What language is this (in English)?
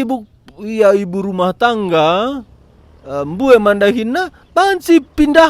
Batak Karo